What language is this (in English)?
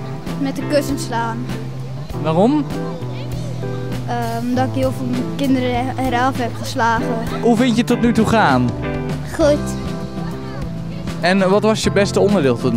Dutch